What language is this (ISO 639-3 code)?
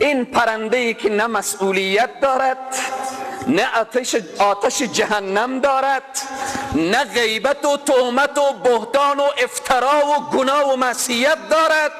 fas